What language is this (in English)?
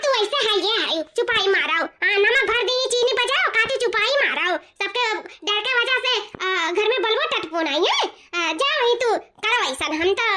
Awadhi